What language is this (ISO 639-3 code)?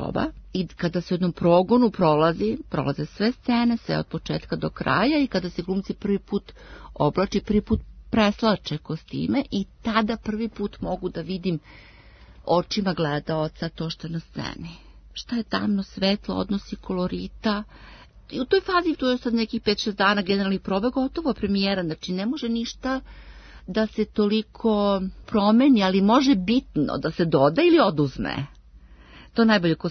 srp